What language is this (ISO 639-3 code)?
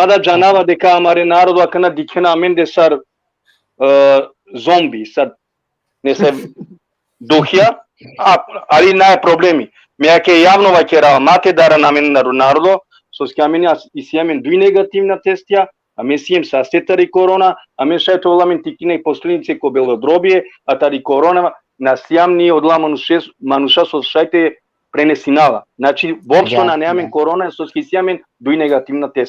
rmn